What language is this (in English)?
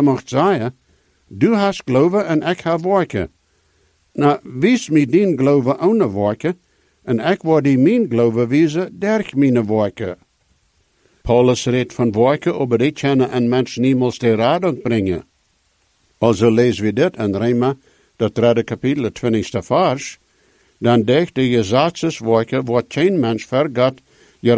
Dutch